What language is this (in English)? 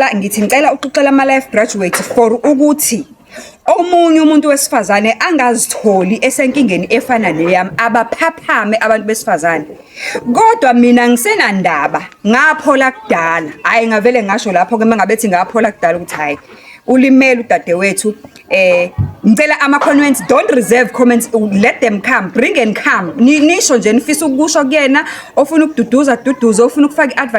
Zulu